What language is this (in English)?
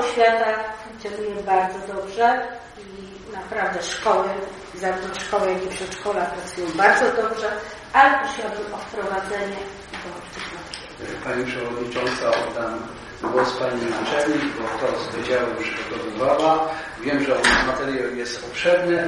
Polish